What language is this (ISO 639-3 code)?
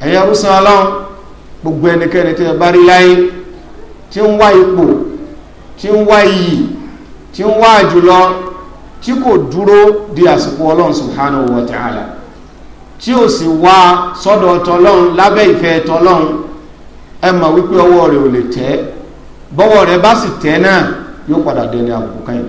yor